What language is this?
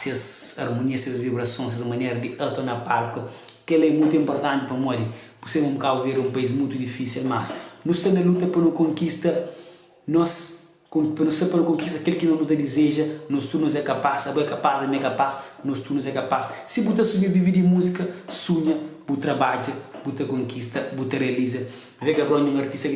Kabuverdianu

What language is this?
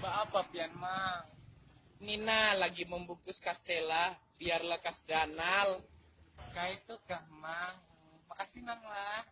Banjar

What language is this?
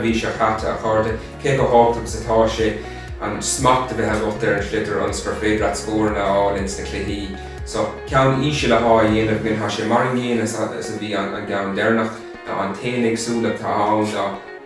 Irish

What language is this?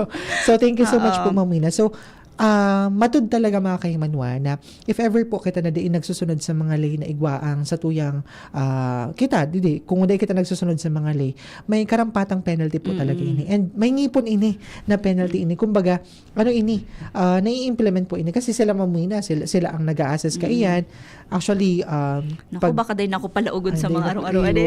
Bikol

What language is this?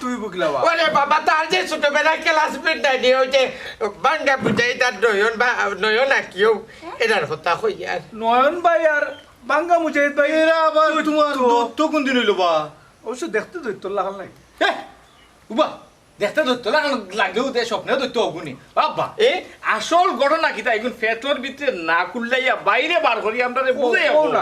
Sylheti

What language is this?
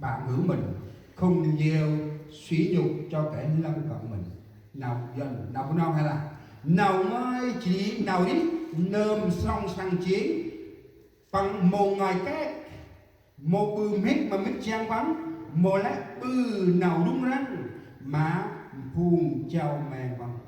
Central Mnong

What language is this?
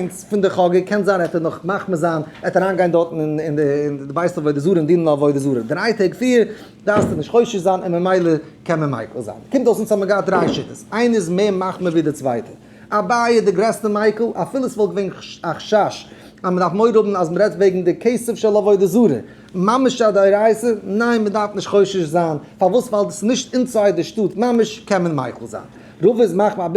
Yiddish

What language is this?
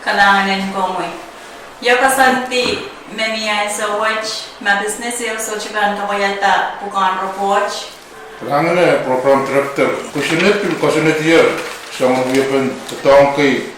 Pohnpeian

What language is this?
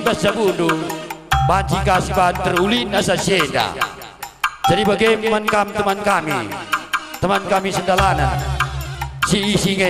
Batak Karo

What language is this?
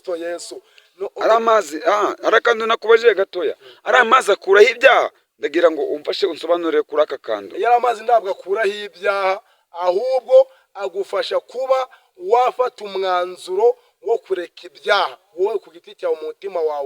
Kinyarwanda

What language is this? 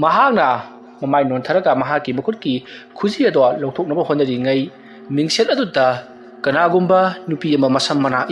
Manipuri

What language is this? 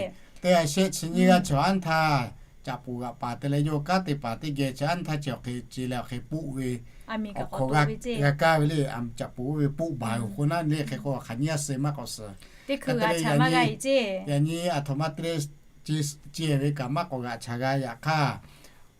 Lahu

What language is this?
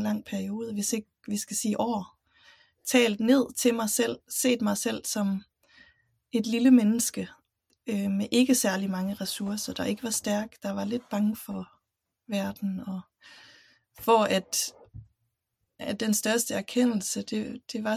Danish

